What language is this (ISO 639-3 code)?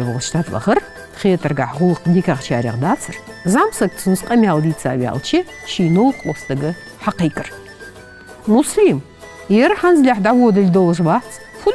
inh